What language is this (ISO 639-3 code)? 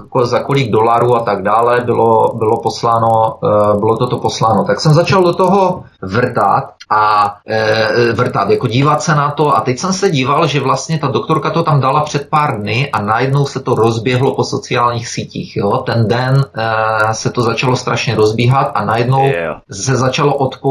ces